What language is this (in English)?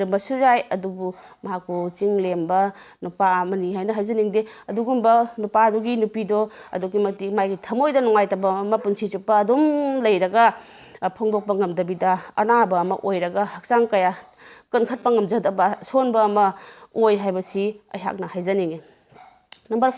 Manipuri